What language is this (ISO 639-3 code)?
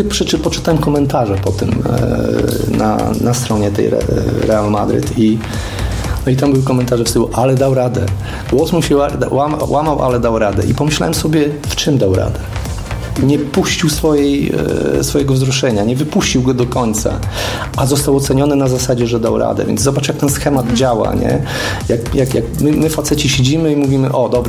pol